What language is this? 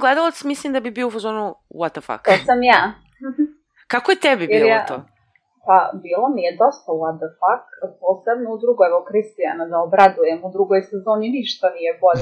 Serbian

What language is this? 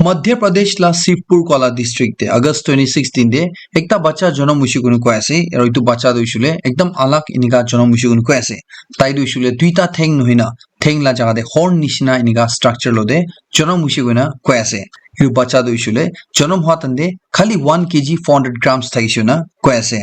Naga Pidgin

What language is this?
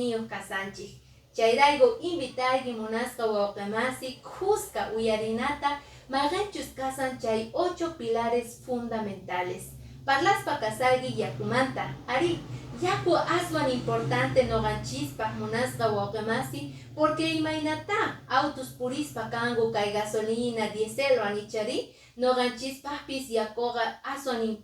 Quechua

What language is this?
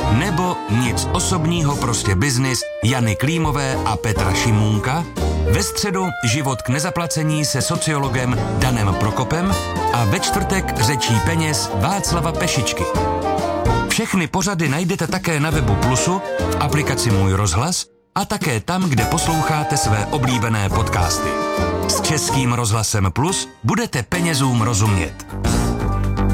Czech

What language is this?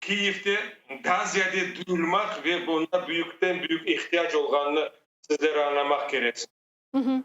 Crimean Tatar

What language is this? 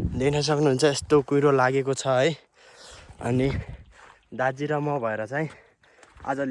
Nepali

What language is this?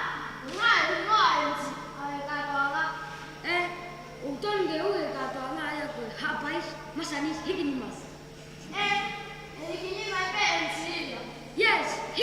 Tongan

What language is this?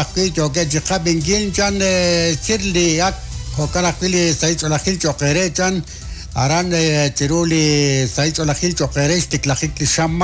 Kekchí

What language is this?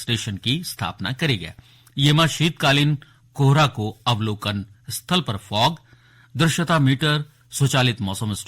Garhwali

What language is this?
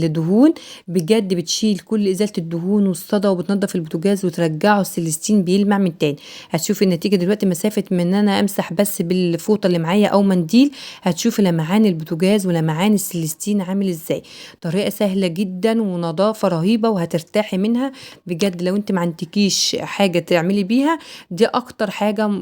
Egyptian Arabic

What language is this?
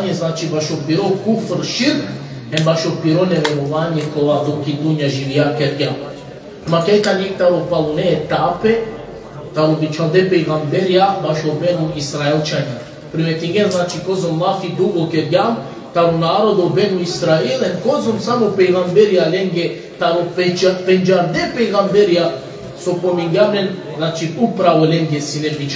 Balkan Romani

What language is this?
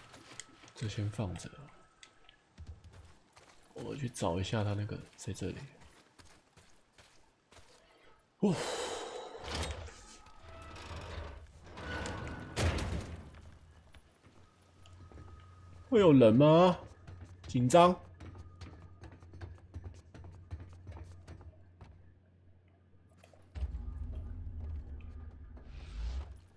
Chinese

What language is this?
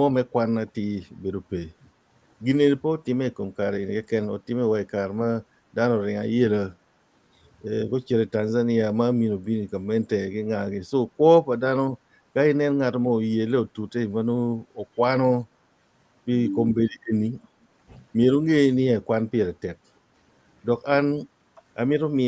Acoli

